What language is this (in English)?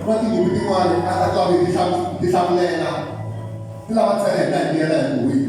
Tsonga